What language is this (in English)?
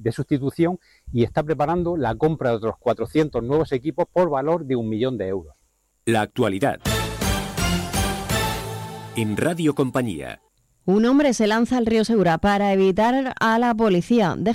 Spanish